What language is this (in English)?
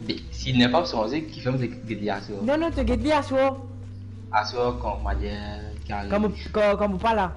Morisyen